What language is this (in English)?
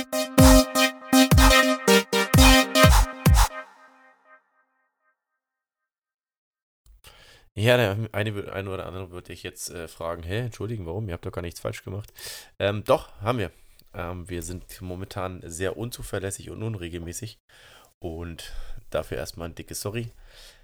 German